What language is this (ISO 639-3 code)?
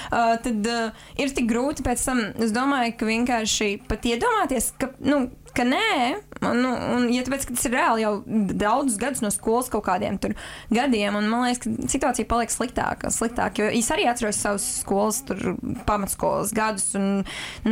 lav